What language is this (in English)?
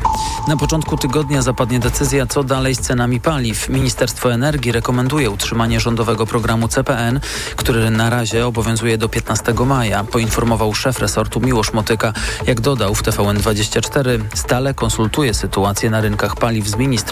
Polish